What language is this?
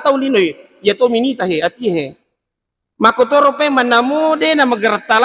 Buginese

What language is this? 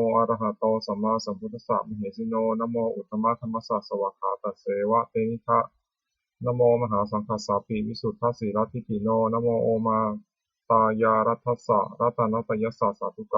Pali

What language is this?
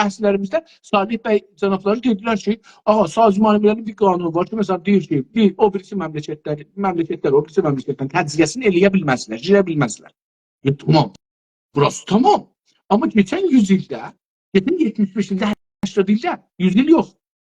South Azerbaijani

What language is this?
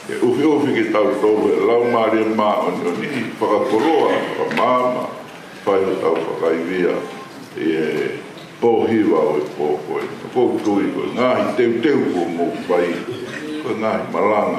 Tongan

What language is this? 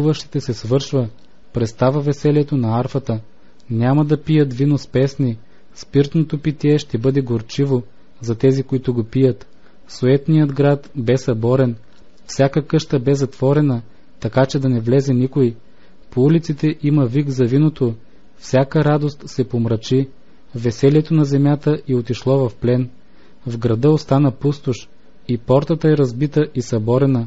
Bulgarian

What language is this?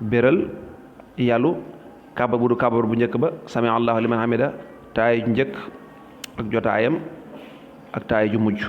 Wolof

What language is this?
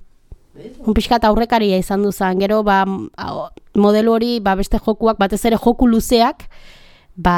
Basque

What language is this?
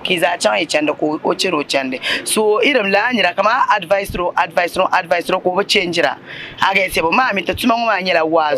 Dagbani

